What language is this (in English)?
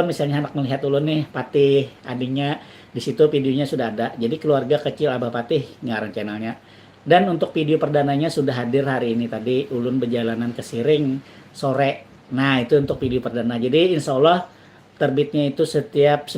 Banjar